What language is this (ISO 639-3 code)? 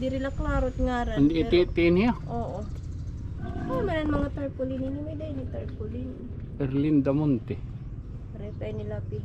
war